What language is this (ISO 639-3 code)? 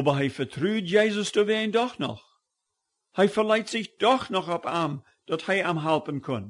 pdt